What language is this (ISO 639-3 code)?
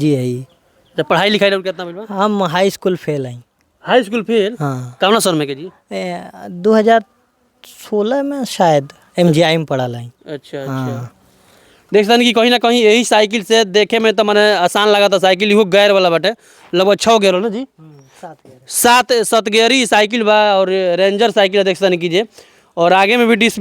bho